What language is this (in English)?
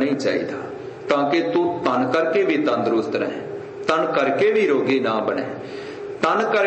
Punjabi